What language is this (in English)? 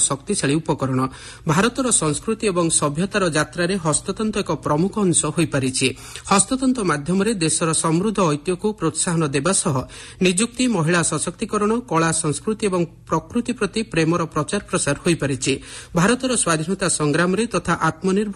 Odia